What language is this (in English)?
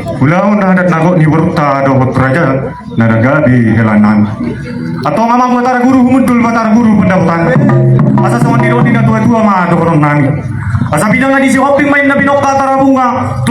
Batak Toba